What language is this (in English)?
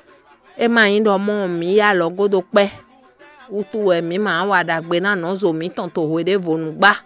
Fon